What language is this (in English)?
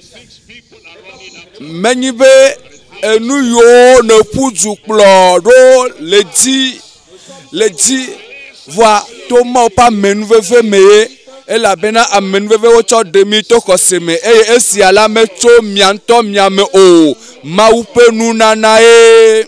Ewe